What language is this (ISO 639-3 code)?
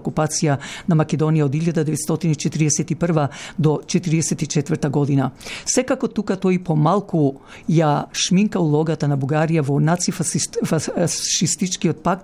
mkd